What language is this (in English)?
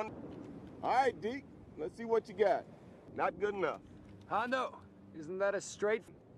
English